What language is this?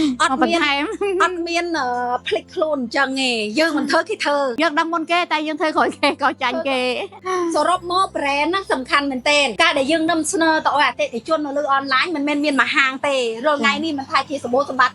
Khmer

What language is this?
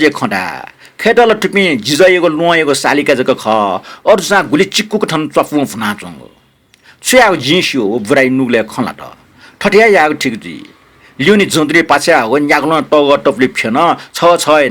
Newari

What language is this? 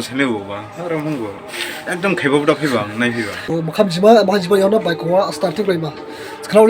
Dimasa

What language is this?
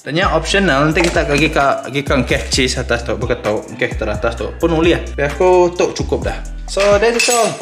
Iban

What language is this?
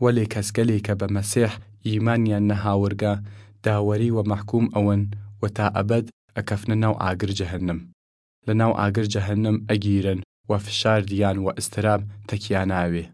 Southern Kurdish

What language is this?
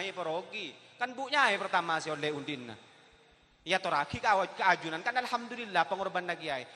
Madurese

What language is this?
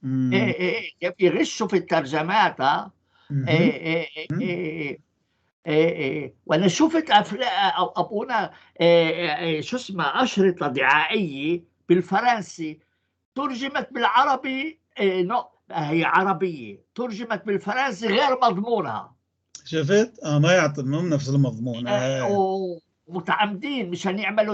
North Levantine Arabic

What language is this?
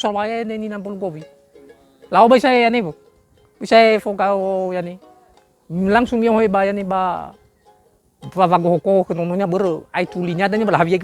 Nias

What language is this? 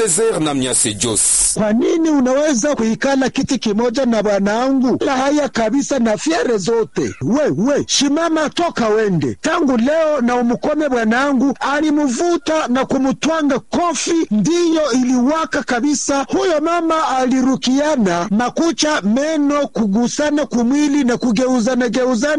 Swahili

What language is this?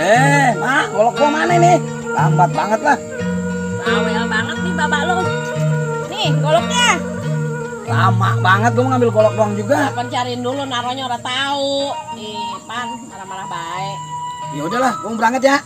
Betawi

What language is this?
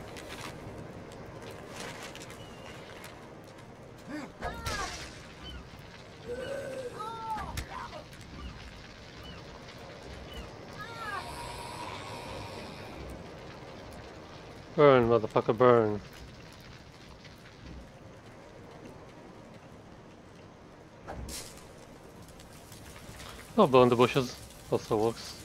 English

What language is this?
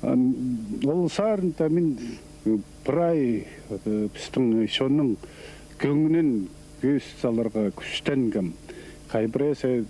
Khakas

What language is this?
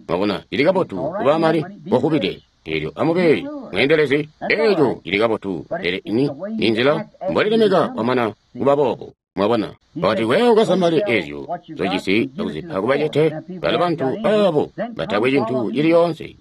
Tonga (Zambia)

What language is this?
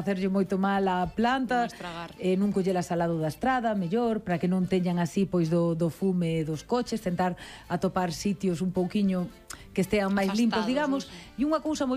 Galician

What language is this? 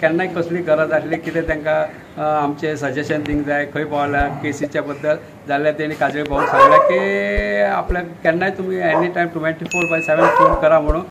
Konkani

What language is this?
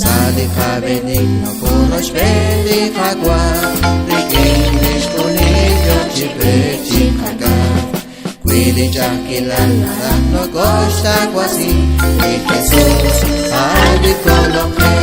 Kekchí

